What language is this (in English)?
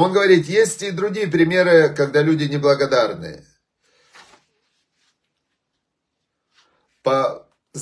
Russian